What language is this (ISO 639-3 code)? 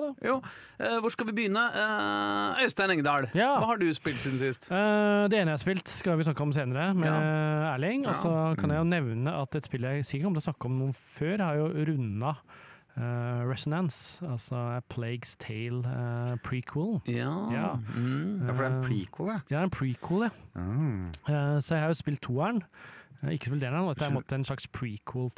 nor